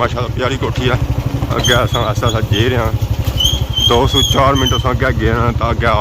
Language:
Pahari-Potwari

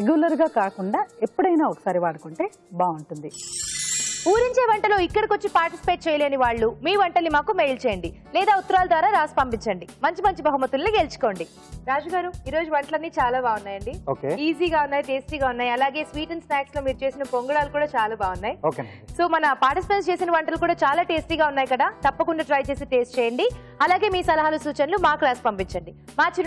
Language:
Telugu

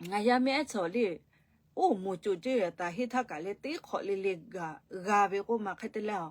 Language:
Lahu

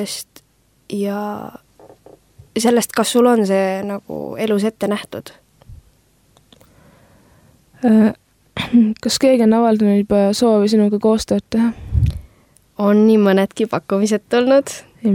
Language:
Estonian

